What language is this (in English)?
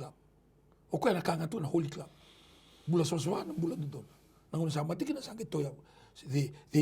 Fijian